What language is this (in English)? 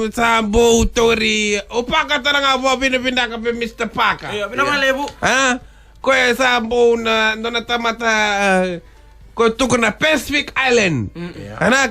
Fijian